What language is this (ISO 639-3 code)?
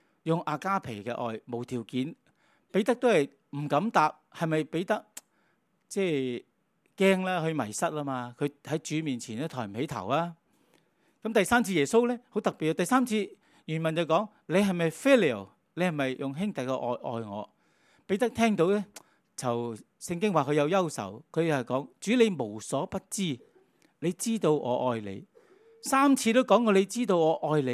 yue